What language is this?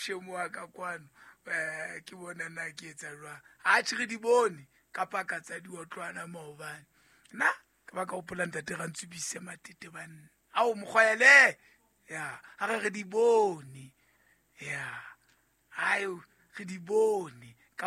Southern Sotho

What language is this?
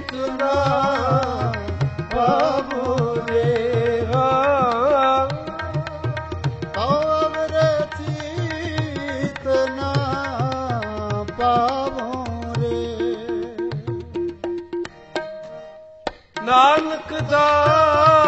Punjabi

